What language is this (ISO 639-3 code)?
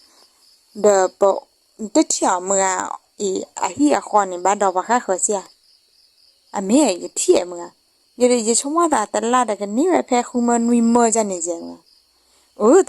ksw